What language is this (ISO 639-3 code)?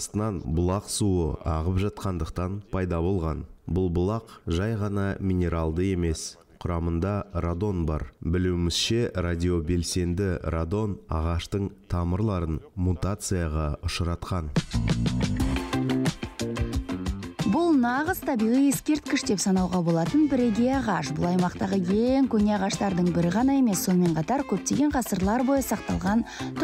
kaz